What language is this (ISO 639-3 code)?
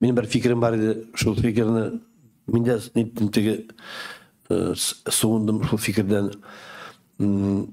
tat